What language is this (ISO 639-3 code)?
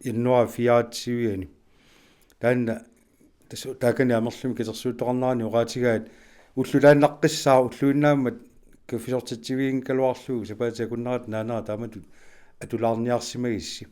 kal